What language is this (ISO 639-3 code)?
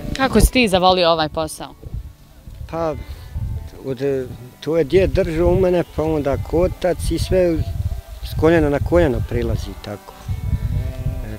bos